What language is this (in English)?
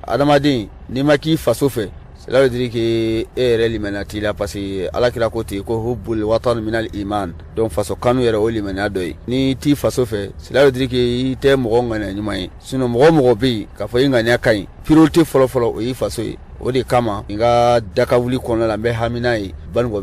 Bambara